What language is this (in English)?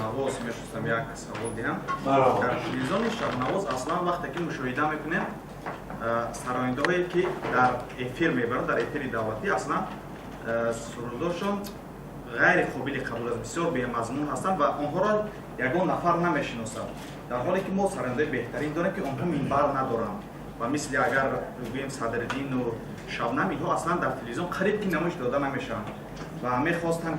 Tajik